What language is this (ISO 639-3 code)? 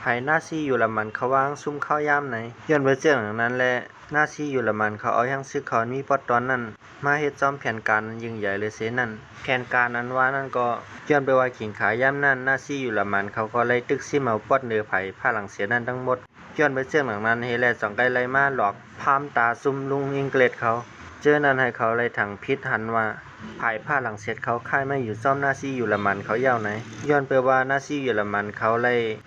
shn